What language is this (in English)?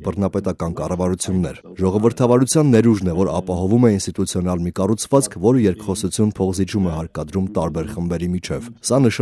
Armenian